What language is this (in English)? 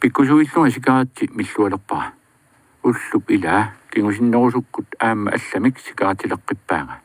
Kalaallisut